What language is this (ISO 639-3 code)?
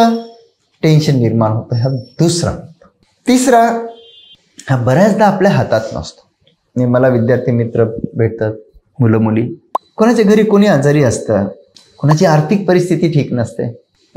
mar